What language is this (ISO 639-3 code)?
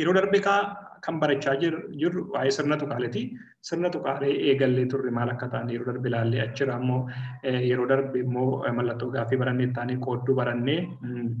orm